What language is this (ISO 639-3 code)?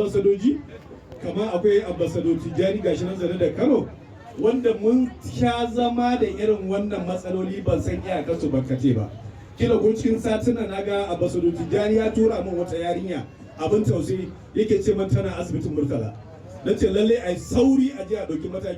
hau